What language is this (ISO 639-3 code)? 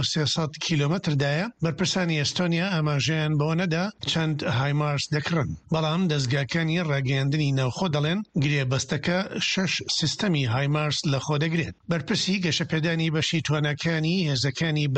ckb